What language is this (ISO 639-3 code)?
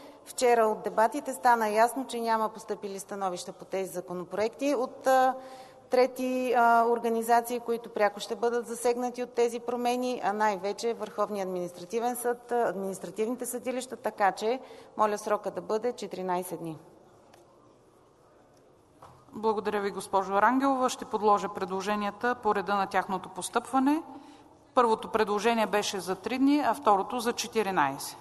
bul